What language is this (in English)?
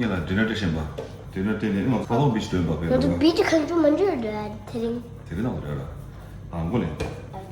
Tibetan